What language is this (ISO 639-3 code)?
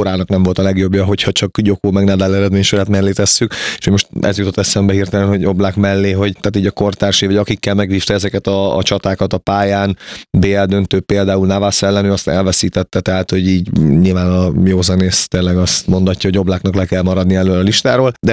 hun